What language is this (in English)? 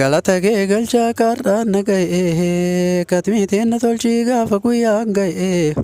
Oromo